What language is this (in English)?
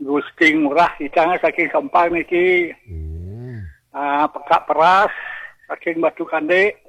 Balinese